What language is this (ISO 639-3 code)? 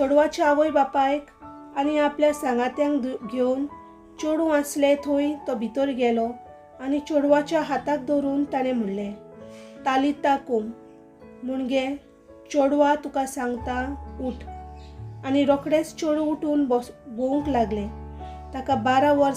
kok